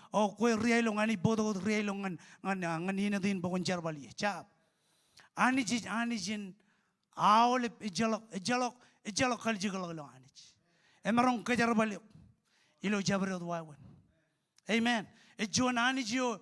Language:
Marshallese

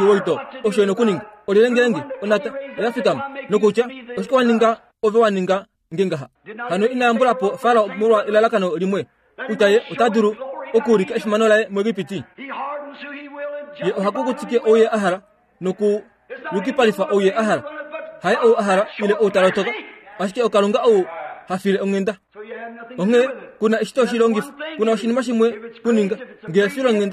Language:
Kuanyama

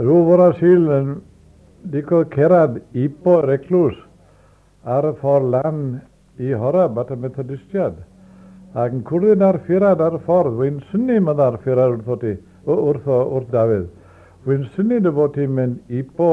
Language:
Welsh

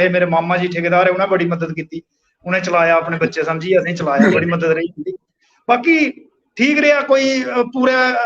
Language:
Dogri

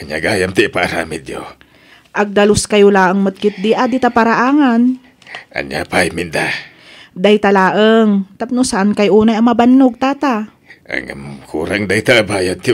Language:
Iloko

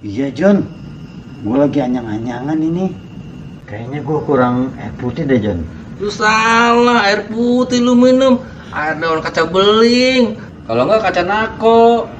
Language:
Betawi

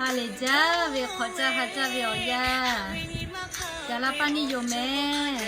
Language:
Lahu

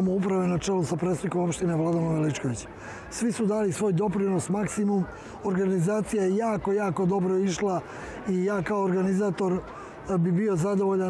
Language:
Serbian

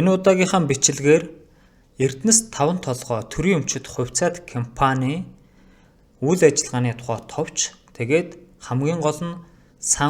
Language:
Mongolian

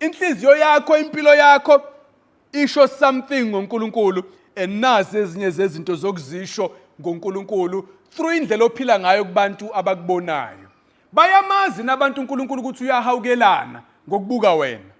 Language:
Zulu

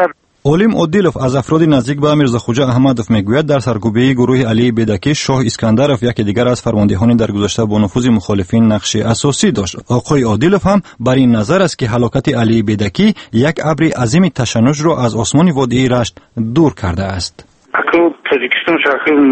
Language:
Persian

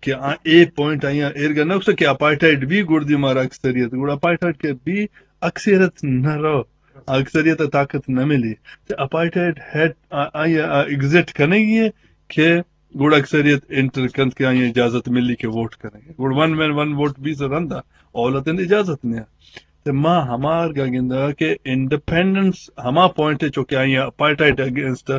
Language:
Eastern Balochi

